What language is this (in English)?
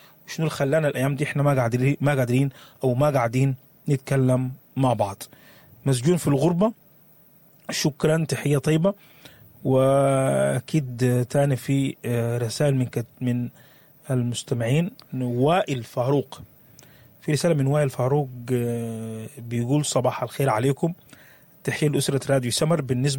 Sudanese Arabic